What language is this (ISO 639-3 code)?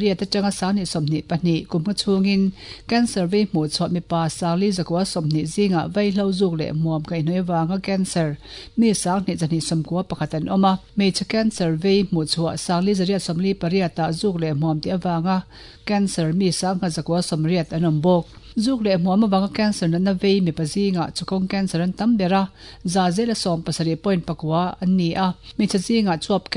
lus